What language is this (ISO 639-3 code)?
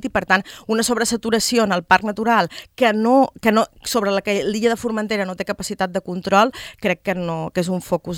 cat